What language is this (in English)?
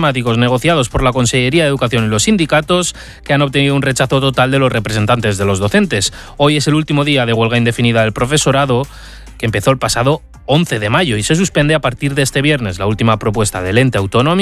Spanish